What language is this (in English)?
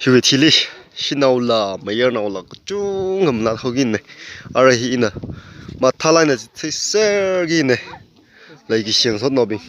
Tangkhul Naga (India)